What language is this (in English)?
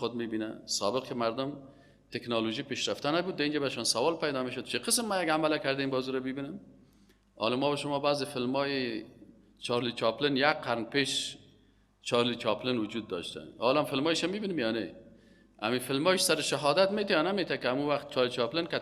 Persian